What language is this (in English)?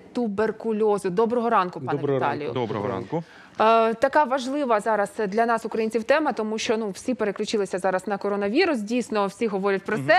Ukrainian